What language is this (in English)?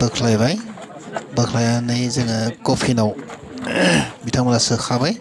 Bodo